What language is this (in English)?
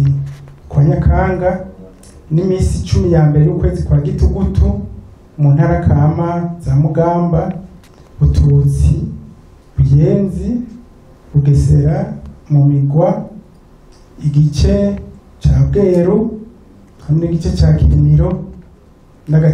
Rundi